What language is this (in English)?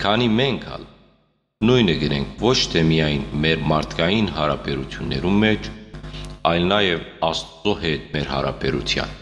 Western Armenian